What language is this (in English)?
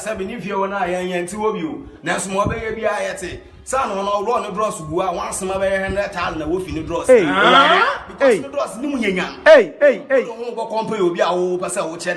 Akan